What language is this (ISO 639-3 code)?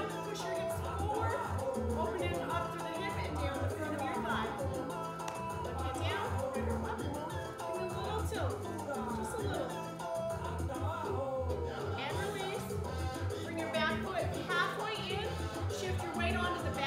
eng